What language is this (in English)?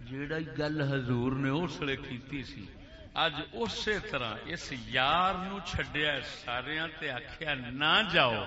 Saraiki